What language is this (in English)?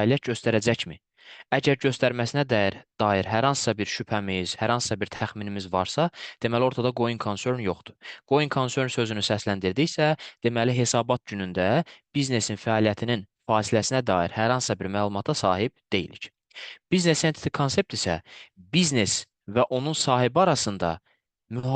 Azerbaijani